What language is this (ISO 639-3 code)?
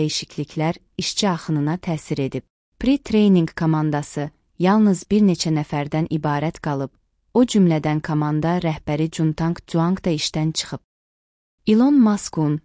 aze